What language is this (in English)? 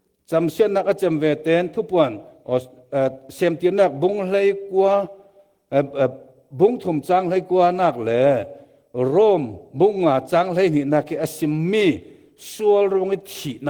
Falam Chin